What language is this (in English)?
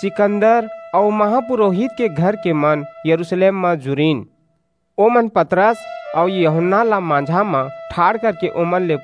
Chhattisgarhi